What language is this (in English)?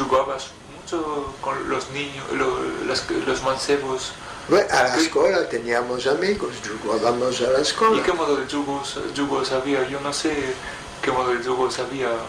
Ladino